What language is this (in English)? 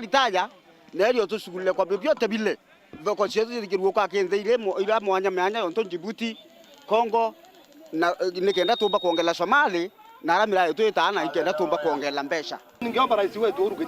Meru